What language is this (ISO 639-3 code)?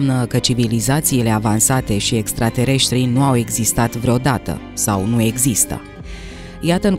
ron